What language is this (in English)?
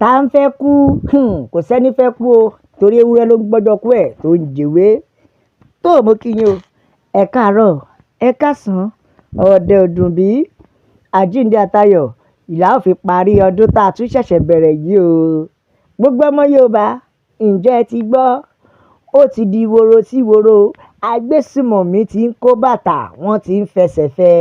Yoruba